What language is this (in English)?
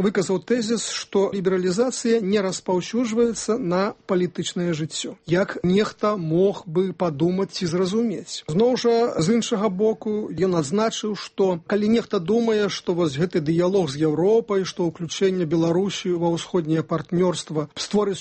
Belarusian